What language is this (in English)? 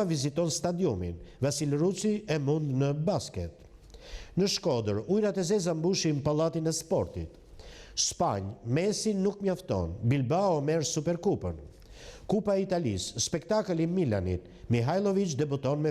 Albanian